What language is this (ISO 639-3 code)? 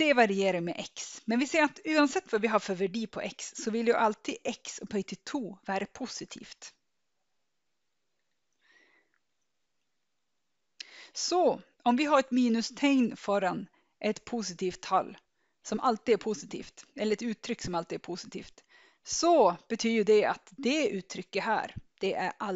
nor